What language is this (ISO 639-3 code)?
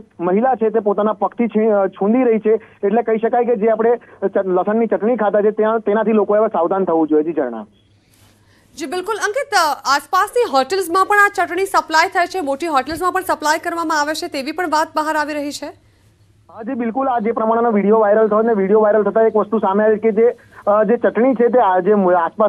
guj